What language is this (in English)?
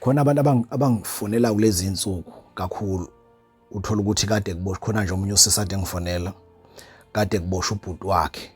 Zulu